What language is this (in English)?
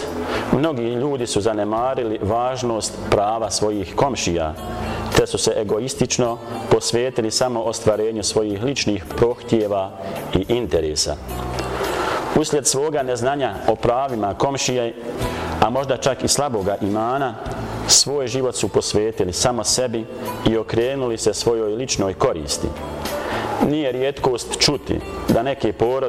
Bosnian